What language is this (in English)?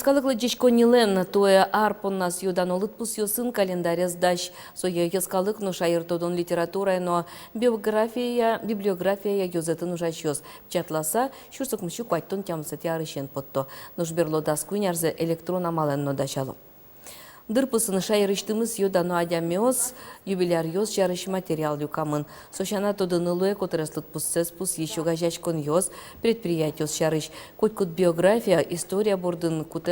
Udmurt